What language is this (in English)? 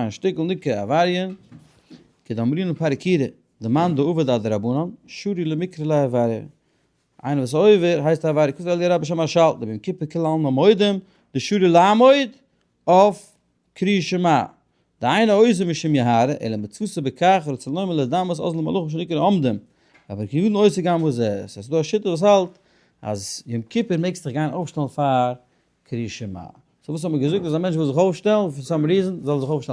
Yiddish